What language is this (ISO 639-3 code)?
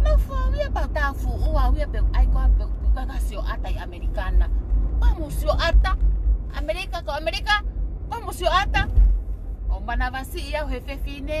ton